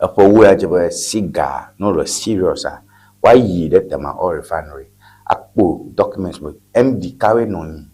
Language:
Ewe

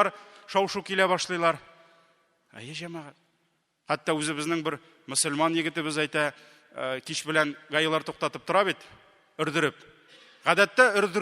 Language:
Tatar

